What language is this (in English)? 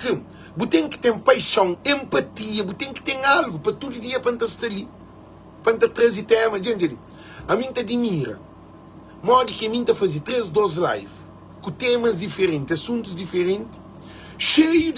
Kabuverdianu